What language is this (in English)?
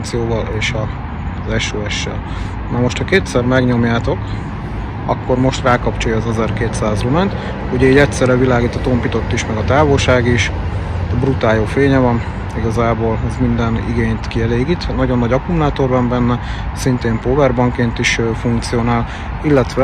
Hungarian